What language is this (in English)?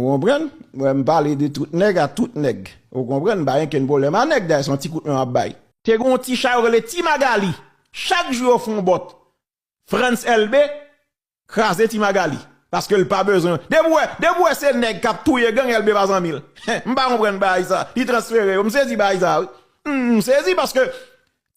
Haitian Creole